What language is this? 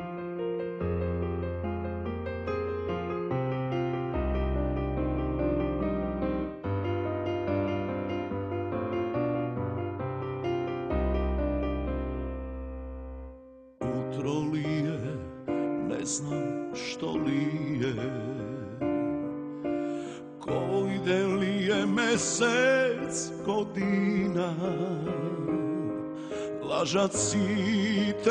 Macedonian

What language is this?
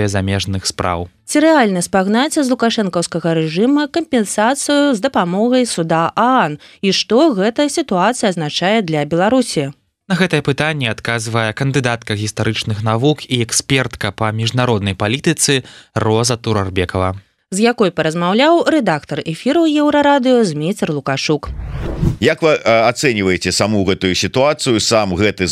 Belarusian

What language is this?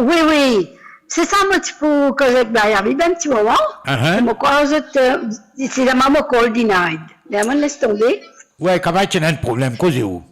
Morisyen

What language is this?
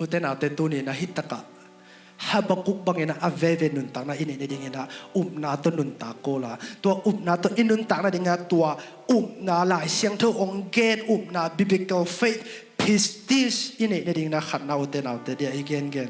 Tedim Chin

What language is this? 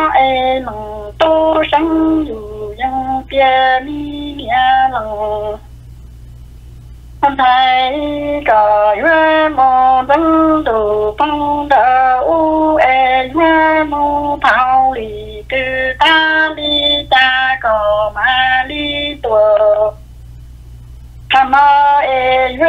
Vietnamese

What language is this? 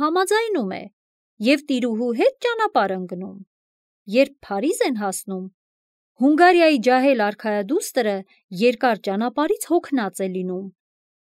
Armenian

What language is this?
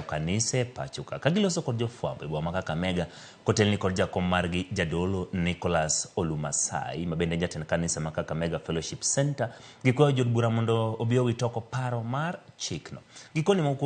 Luo (Kenya and Tanzania)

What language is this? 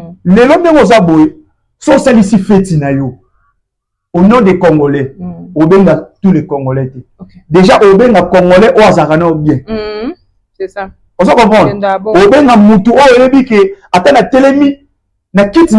Lingala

